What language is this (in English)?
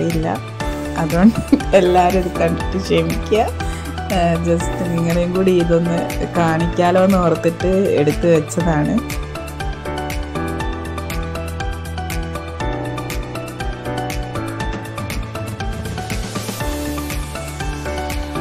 Malayalam